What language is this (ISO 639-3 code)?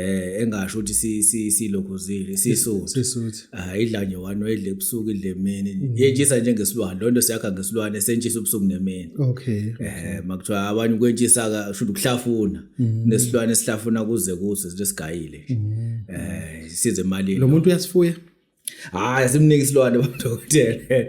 zul